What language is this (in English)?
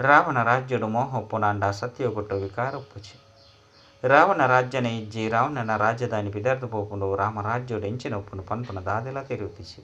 Tulu